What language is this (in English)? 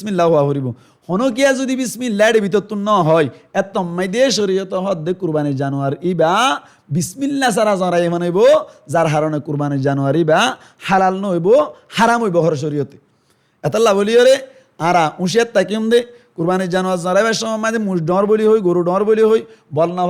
Rohingya